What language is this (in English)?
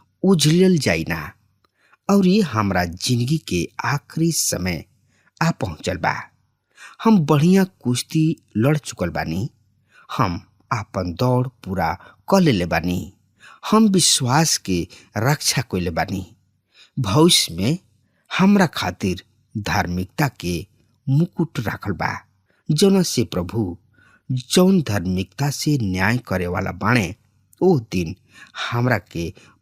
Bhojpuri